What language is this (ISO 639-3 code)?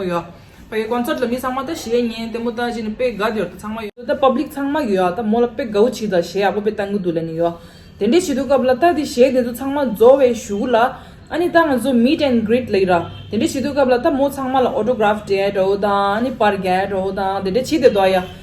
bod